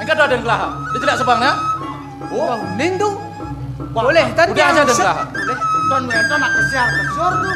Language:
Balinese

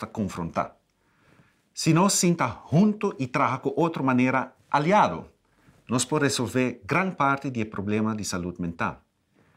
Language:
Papiamento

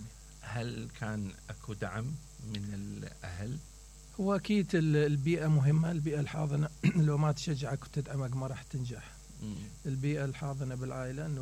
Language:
Mesopotamian Arabic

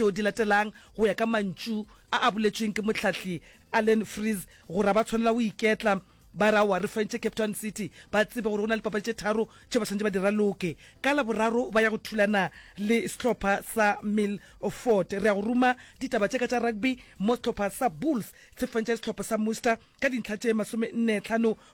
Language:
Northern Sotho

